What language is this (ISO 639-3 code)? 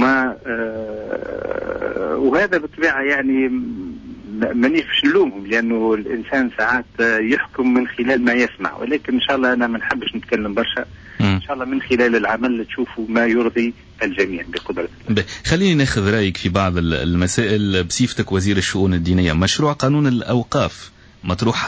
aeb